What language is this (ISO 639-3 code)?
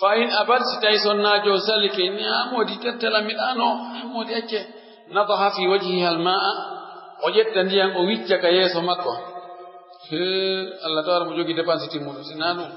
fuf